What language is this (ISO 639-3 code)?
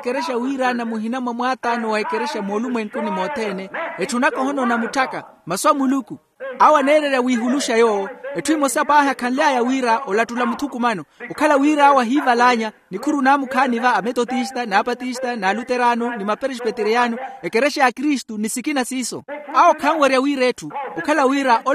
vmw